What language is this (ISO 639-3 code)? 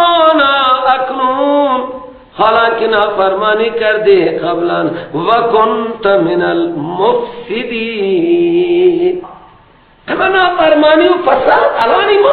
fas